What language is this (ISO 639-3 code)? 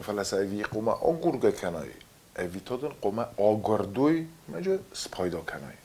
oss